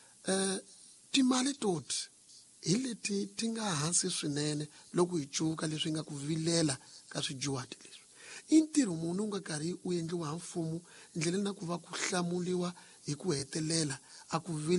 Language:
Tsonga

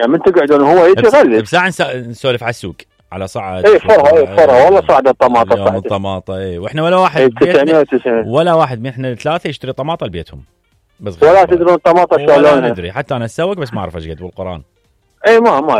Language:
Mesopotamian Arabic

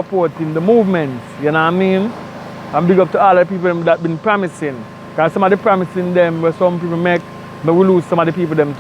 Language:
Jamaican Creole English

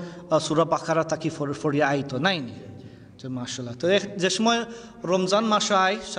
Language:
Sylheti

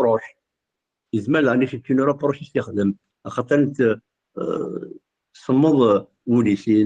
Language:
Kabyle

